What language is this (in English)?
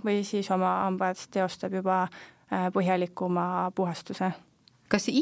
Estonian